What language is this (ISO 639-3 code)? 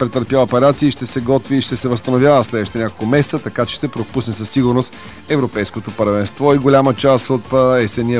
bul